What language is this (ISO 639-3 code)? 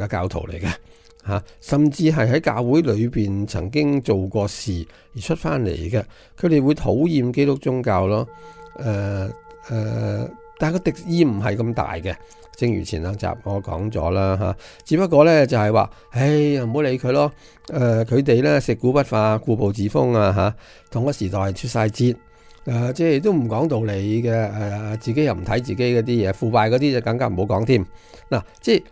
yue